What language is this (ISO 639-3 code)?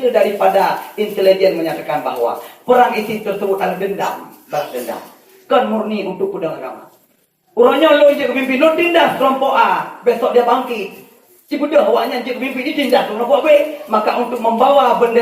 ace